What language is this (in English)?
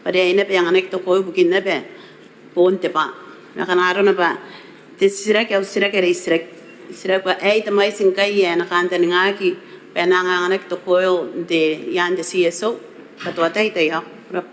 Gilbertese